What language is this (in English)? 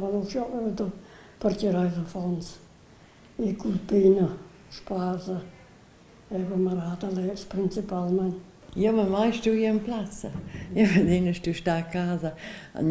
Romansh